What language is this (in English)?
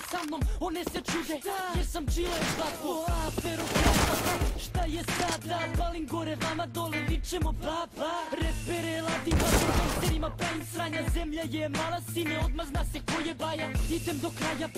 Serbian